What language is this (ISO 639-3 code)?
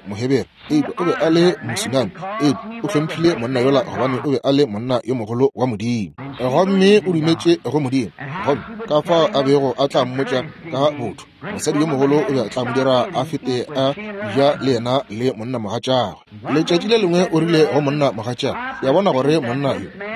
nso